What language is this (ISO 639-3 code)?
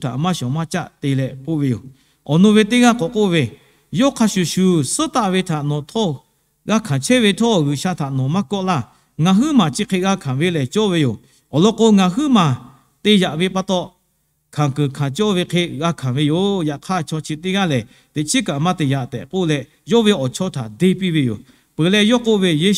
lhu